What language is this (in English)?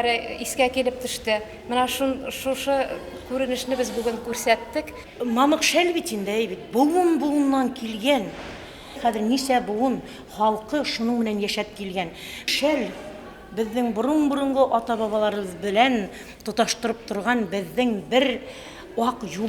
Bashkir